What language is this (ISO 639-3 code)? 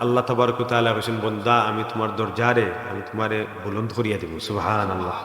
syl